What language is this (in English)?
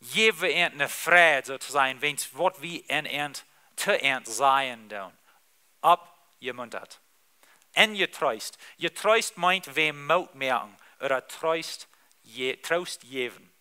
Plautdietsch